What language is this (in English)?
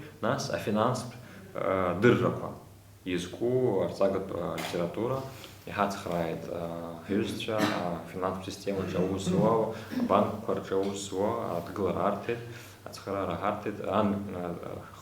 Abkhazian